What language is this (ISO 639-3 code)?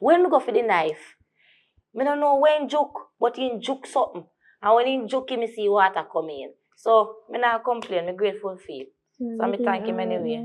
jam